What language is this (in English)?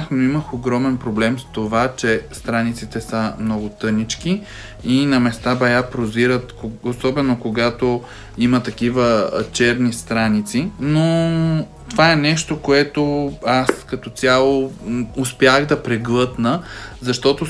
Bulgarian